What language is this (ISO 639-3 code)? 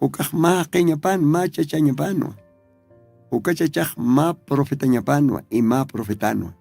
aym